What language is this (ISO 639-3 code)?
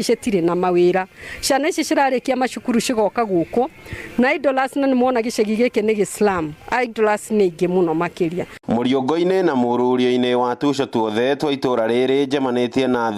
kik